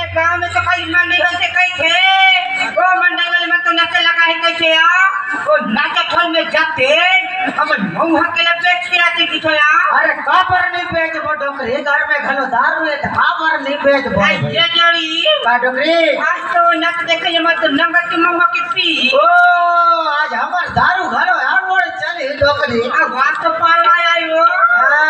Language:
Chhattisgarhi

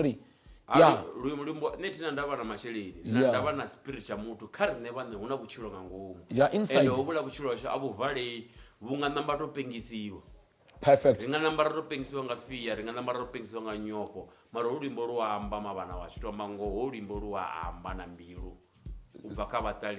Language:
Venda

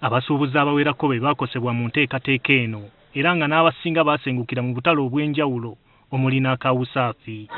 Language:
Ganda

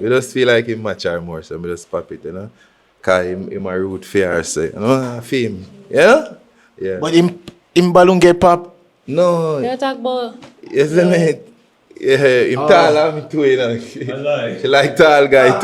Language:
Jamaican Creole English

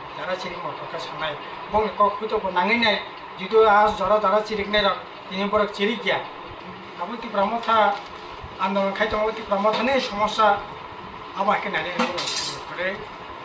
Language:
Kok Borok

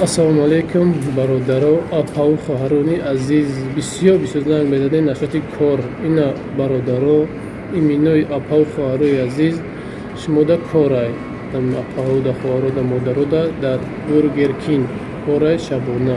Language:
Tajik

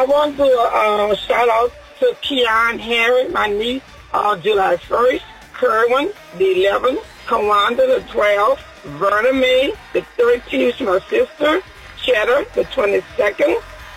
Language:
English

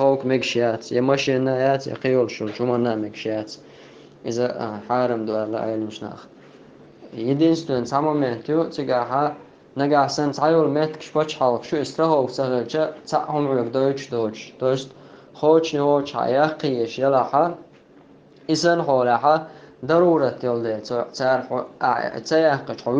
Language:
Chechen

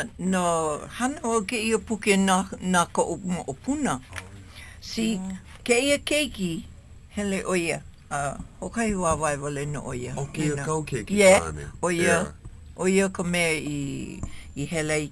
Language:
Hawaiian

